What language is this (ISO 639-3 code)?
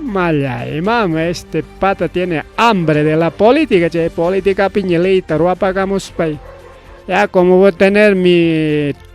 quy